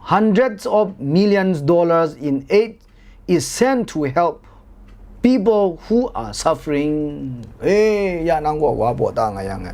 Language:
Kachin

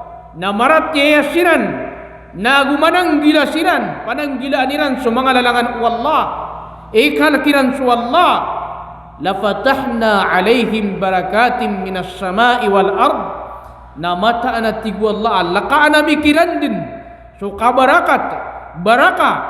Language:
Maranao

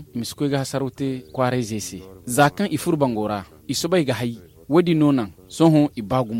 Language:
Zarma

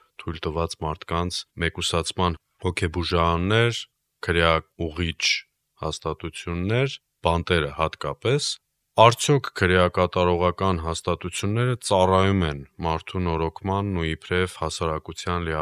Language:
Armenian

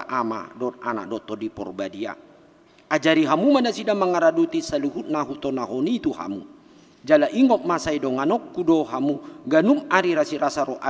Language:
Batak Toba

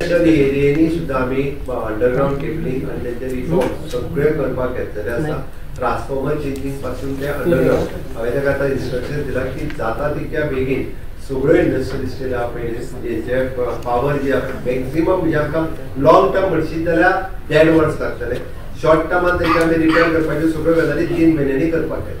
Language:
Konkani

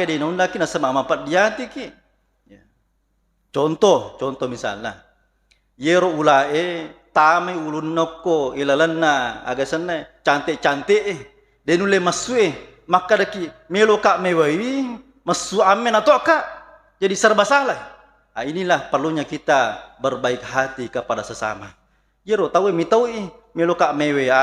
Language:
Buginese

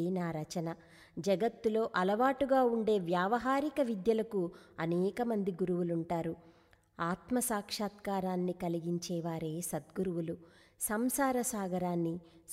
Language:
Telugu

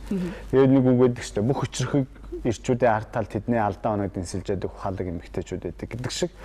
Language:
Mongolian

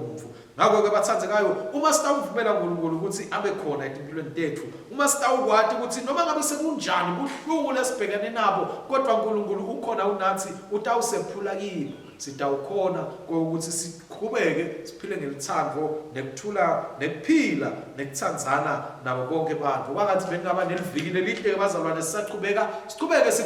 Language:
Swati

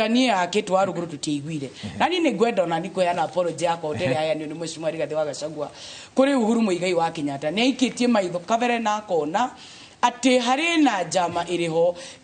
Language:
Kikuyu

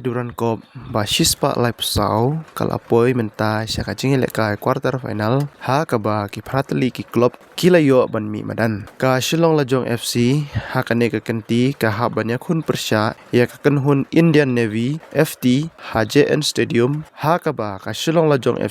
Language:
Khasi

